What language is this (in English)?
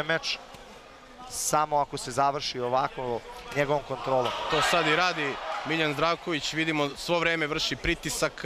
Serbian